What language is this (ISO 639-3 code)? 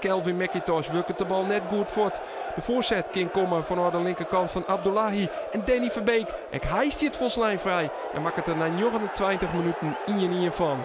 fry